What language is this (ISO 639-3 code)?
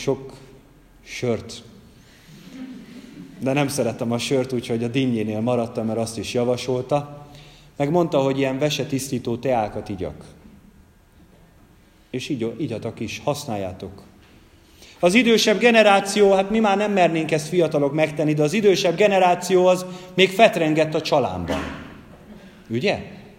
hun